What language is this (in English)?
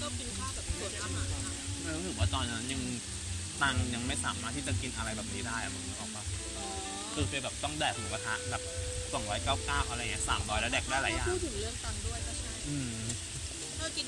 Thai